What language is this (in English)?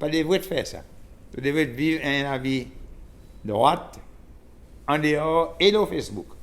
Seselwa Creole French